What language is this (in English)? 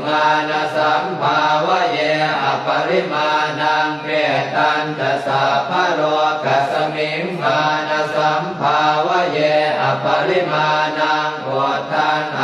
Pali